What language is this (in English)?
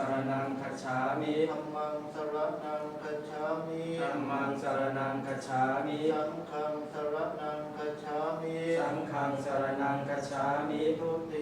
Pali